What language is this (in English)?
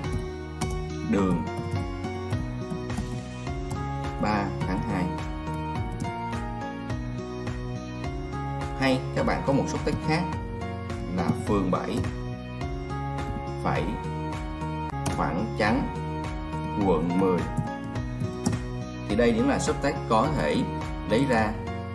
Vietnamese